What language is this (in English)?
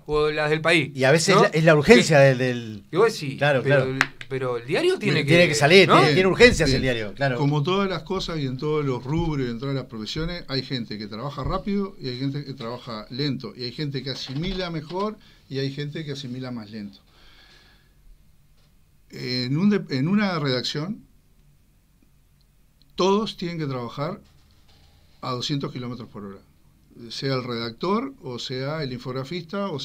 Spanish